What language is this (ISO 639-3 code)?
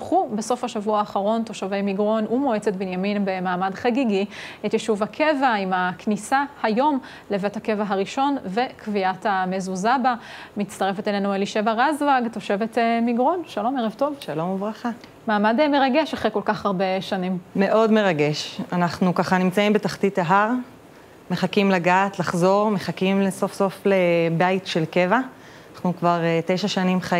heb